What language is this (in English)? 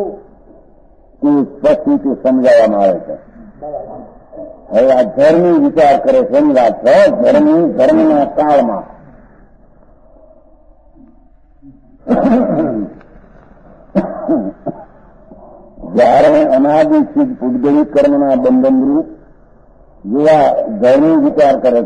Gujarati